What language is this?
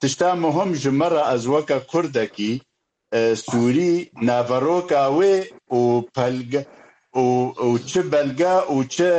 Kurdish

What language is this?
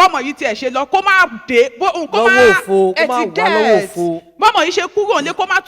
Yoruba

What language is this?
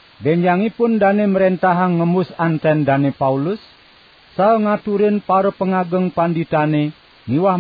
Balinese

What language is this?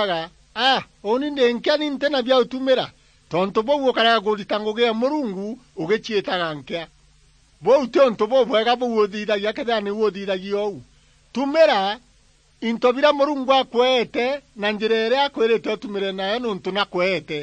Meru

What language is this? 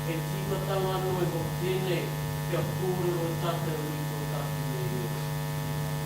Māori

